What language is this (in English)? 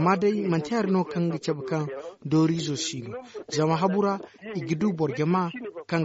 Zarma